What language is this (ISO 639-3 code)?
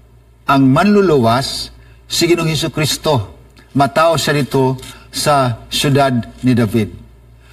ceb